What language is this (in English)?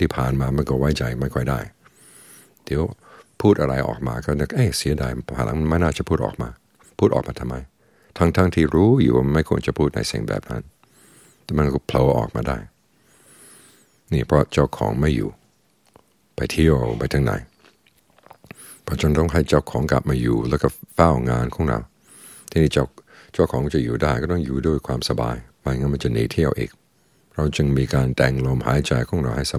Thai